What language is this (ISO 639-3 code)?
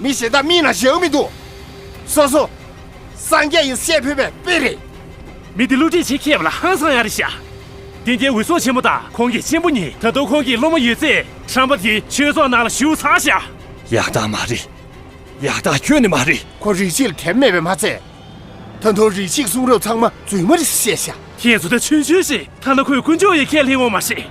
bod